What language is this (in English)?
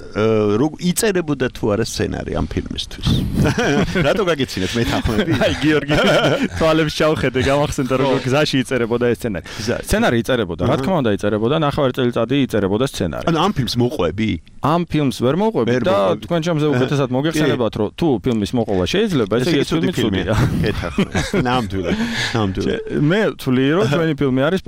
Georgian